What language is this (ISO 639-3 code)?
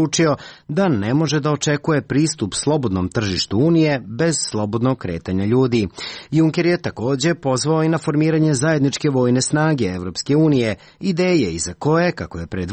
srp